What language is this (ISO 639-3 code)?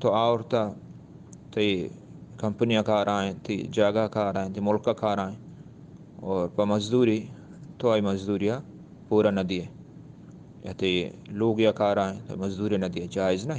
bgp